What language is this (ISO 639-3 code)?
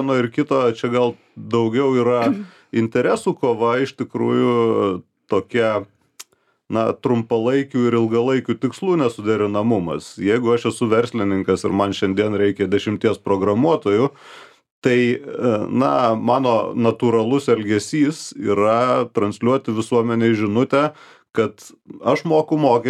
lit